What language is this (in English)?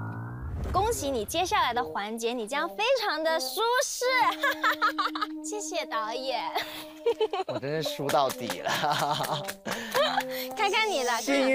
Chinese